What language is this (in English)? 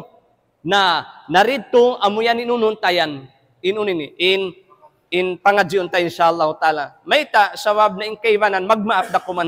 Tausug